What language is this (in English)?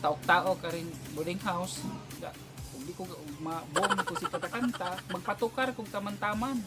Cebuano